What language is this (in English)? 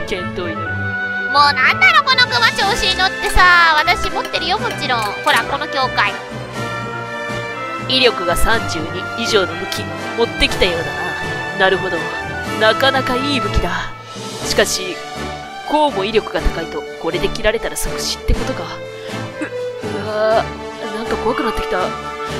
Japanese